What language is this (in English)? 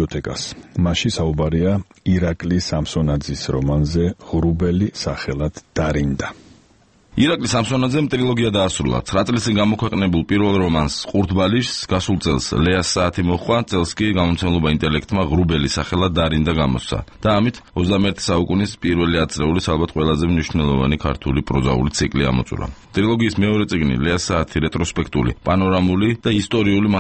Georgian